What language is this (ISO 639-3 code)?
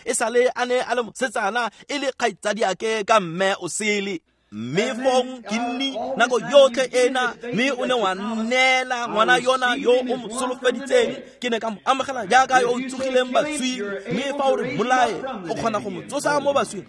tsn